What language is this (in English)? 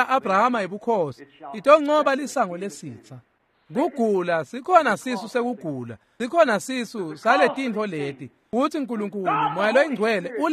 Swati